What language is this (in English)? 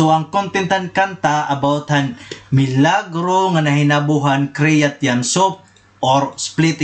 Waray